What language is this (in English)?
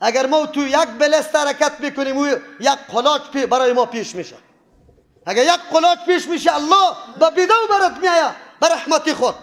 Persian